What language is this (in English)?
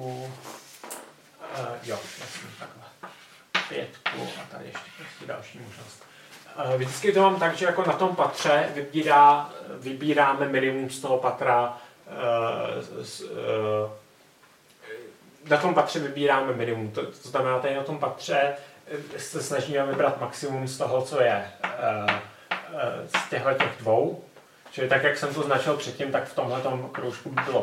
Czech